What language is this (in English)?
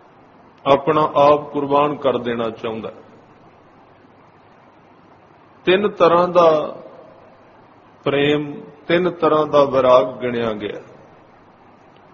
Punjabi